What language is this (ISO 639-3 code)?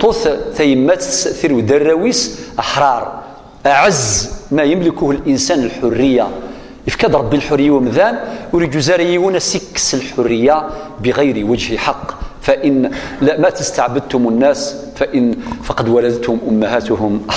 kab